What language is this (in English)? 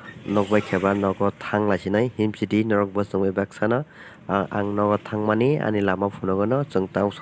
Kok Borok